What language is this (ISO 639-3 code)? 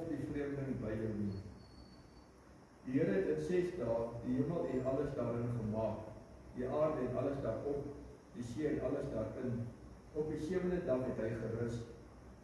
afr